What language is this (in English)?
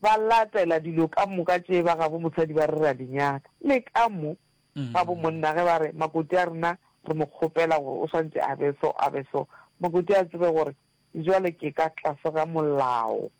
Northern Sotho